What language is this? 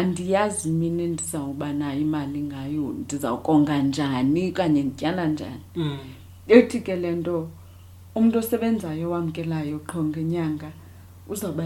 Xhosa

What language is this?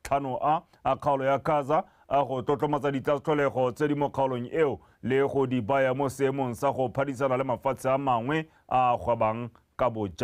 Tswana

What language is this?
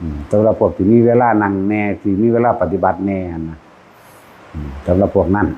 Northeastern Thai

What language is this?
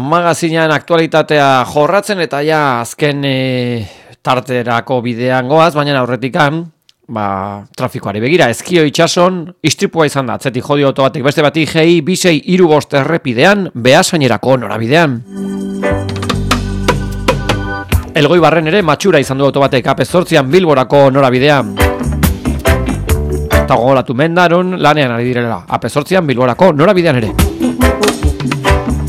Basque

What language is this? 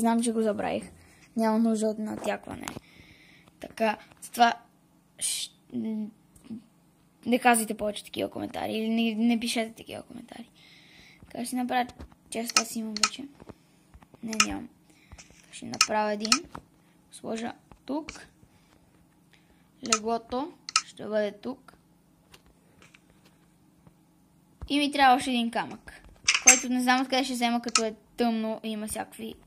Bulgarian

